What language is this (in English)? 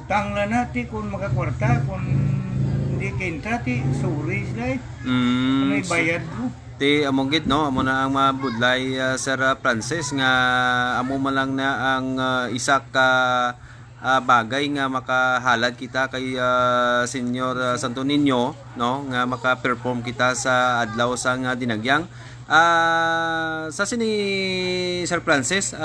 Hiligaynon